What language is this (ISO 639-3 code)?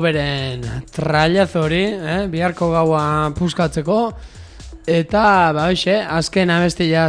eus